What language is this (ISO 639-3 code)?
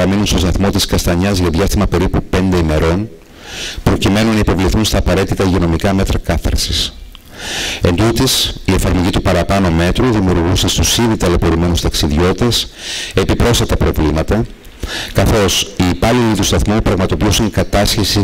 ell